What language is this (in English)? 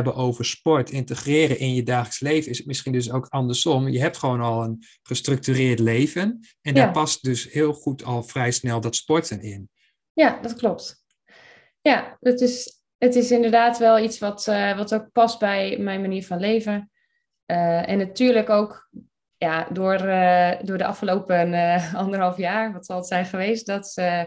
Dutch